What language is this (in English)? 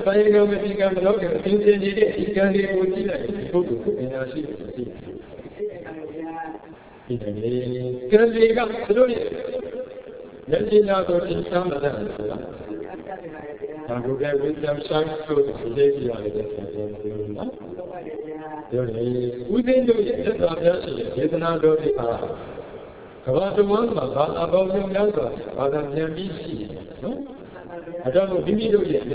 Burmese